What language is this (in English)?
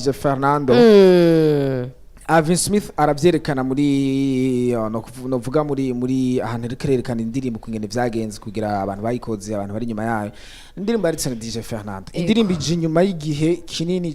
Rundi